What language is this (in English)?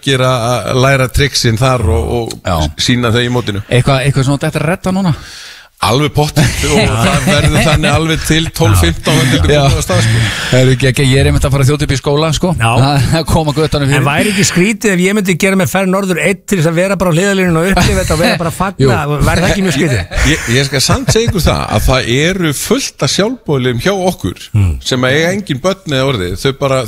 Icelandic